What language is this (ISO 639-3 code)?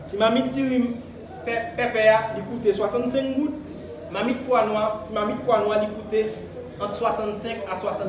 hat